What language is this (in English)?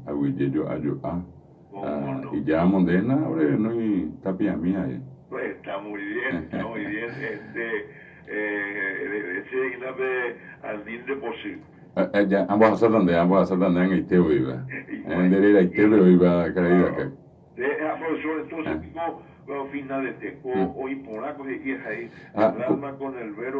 Guarani